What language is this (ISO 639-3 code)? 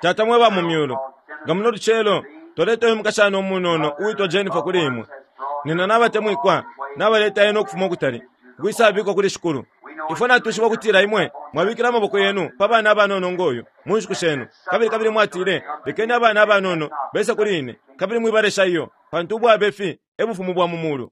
bem